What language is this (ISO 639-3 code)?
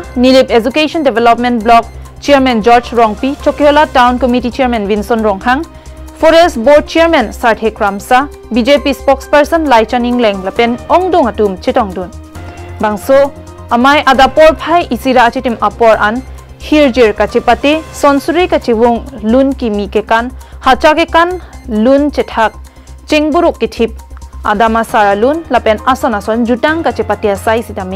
mjw